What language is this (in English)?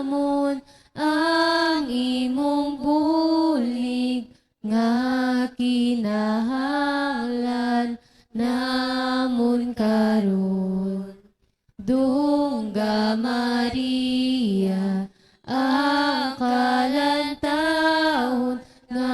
Hiligaynon